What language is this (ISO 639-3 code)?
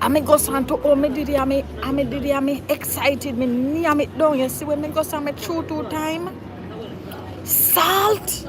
jam